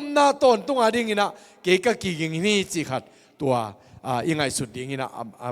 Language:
Tedim Chin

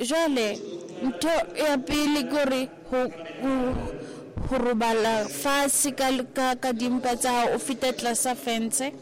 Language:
Southern Sotho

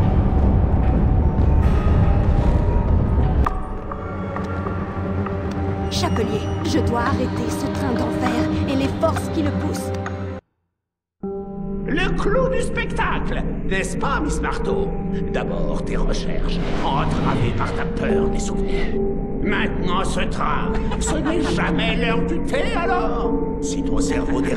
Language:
French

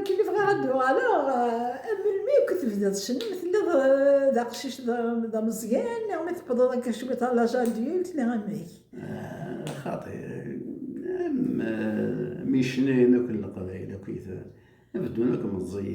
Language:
Kabyle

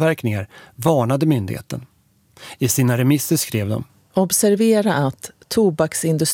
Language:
Swedish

